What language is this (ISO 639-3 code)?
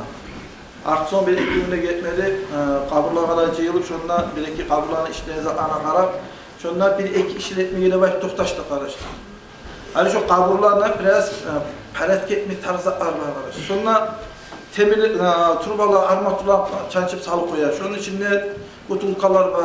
kum